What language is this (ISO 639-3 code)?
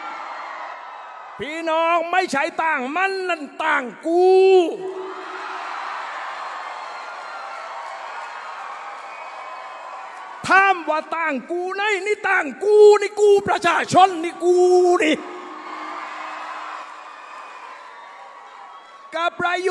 tha